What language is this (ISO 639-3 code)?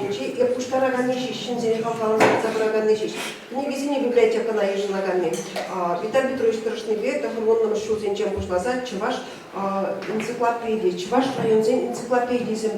chv